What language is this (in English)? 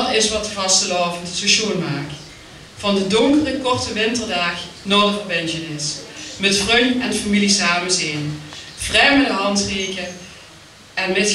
Limburgish